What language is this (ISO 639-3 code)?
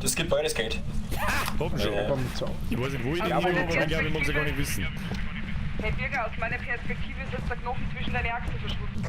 bar